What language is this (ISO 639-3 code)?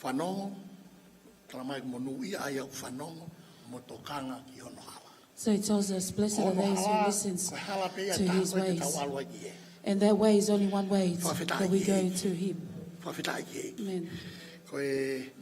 ton